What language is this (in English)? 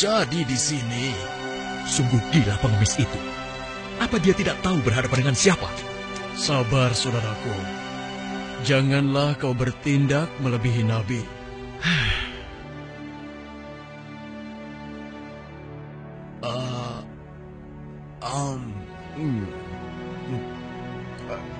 Indonesian